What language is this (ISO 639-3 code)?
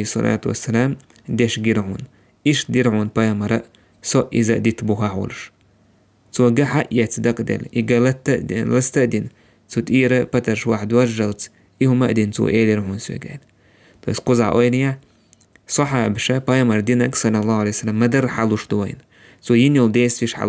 che